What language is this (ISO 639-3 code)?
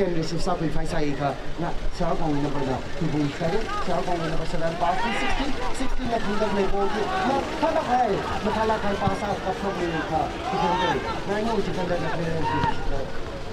nmf